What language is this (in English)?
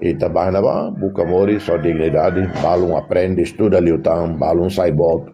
Tetum